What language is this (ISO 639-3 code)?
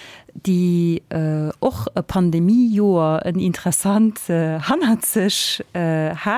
ltz